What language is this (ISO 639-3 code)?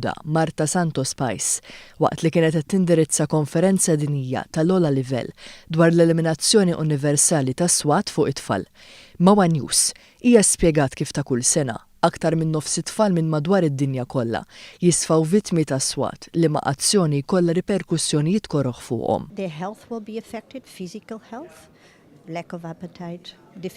mlt